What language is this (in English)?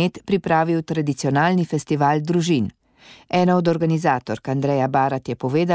Slovenian